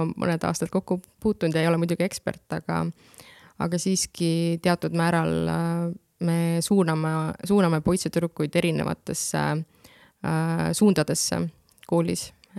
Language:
Estonian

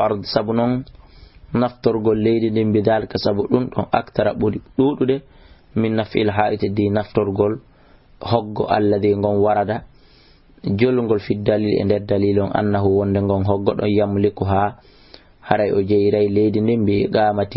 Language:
Fula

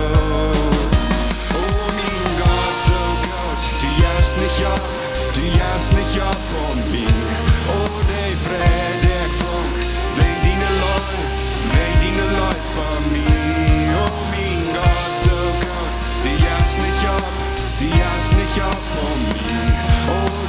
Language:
Plautdietsch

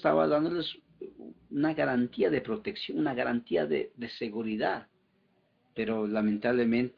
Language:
Spanish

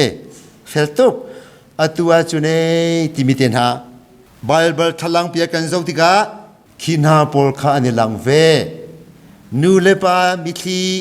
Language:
Hakha Chin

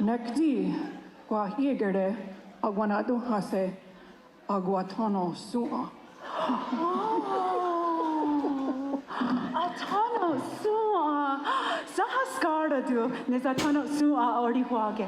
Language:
Mohawk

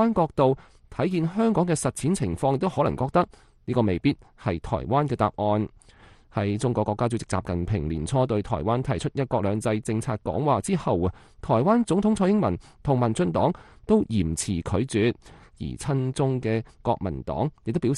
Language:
Cantonese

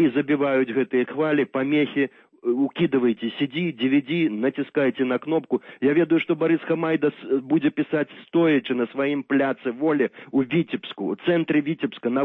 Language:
Belarusian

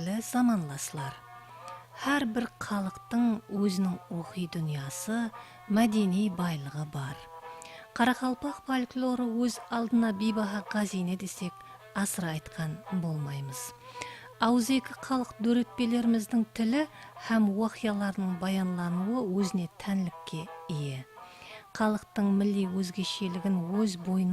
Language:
Kara-Kalpak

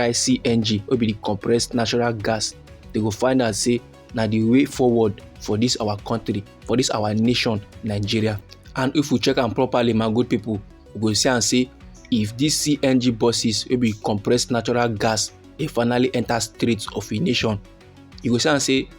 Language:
Nigerian Pidgin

